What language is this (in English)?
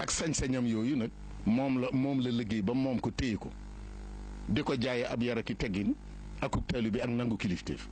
Wolof